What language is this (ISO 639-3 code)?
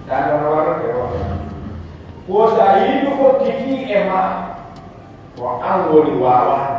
fuf